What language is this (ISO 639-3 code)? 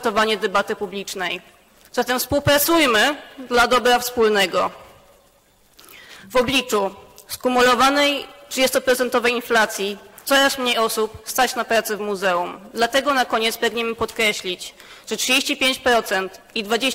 pol